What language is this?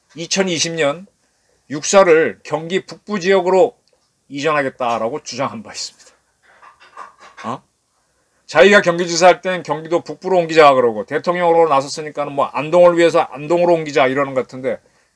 Korean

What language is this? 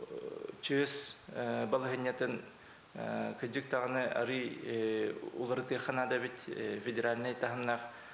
Yakut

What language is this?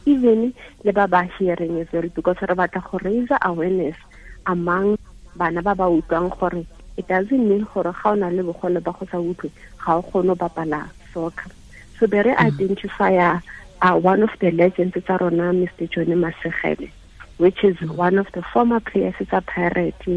Tswana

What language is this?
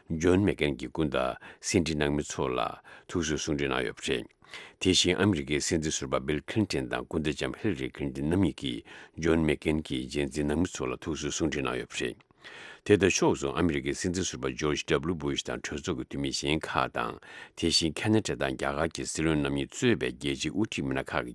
Tibetan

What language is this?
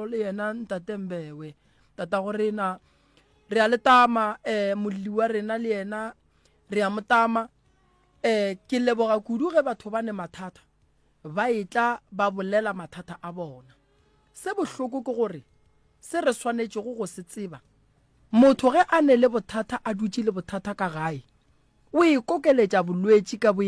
Northern Sotho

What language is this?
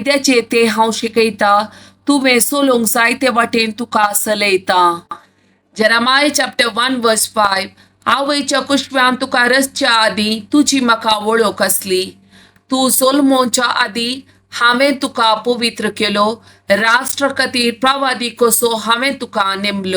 Konkani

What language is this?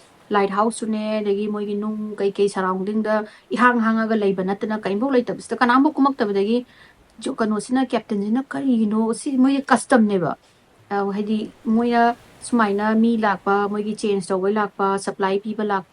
Manipuri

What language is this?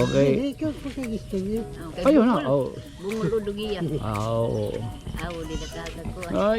Waray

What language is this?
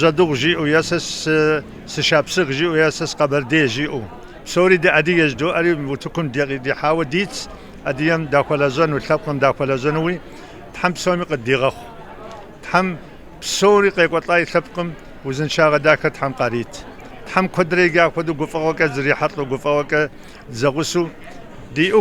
Kabardian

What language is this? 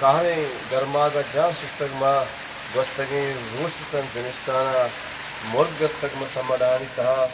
Eastern Balochi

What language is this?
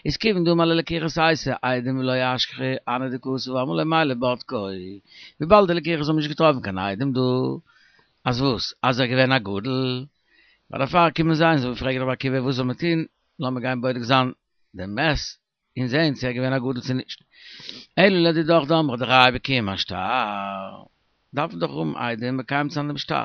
Yiddish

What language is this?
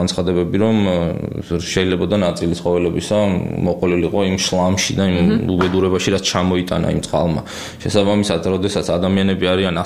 Georgian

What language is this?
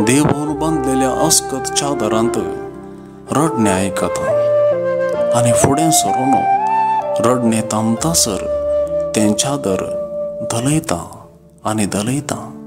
Konkani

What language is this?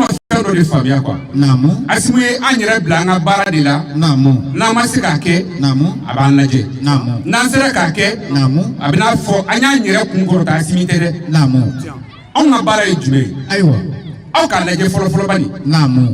Bambara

